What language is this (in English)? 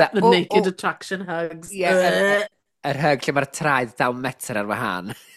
Welsh